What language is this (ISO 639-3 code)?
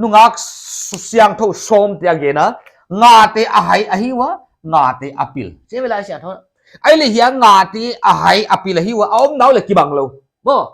pck